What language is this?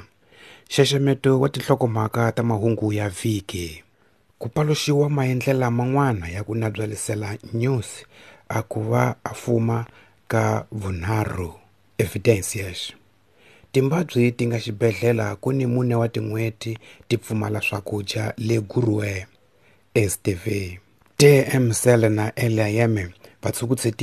Tsonga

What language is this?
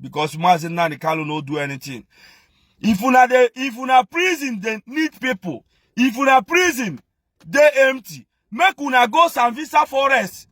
Nigerian Pidgin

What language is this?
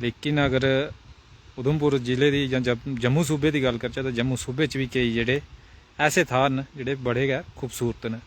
Dogri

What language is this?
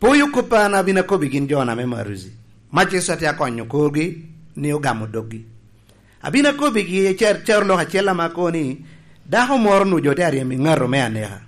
Lango (Uganda)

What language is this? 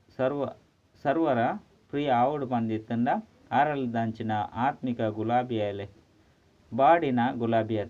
Tulu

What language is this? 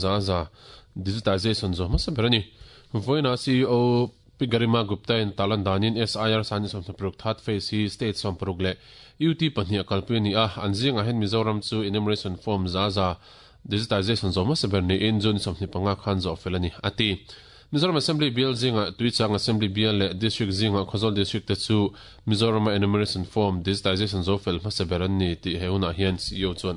Mizo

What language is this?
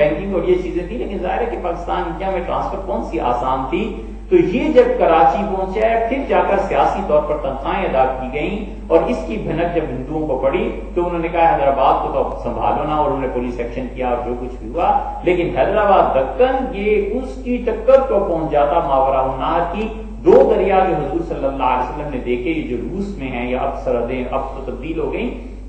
Urdu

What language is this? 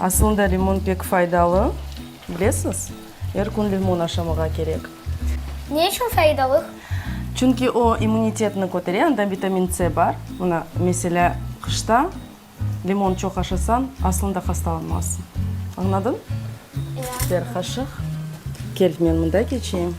Crimean Tatar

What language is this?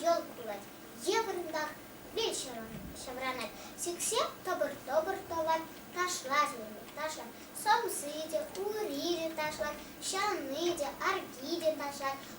Chuvash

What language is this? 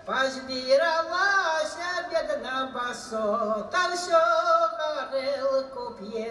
Belarusian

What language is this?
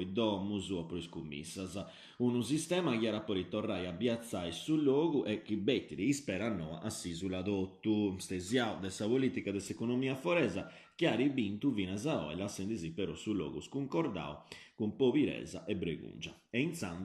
Sardinian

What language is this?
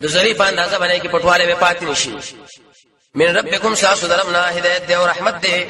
Pashto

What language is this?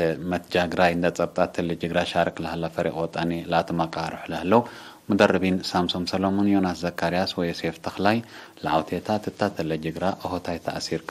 Tigre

